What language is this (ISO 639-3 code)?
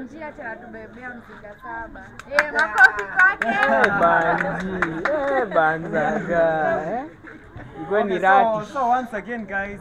swa